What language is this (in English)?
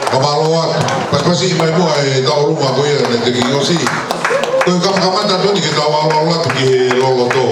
Tongan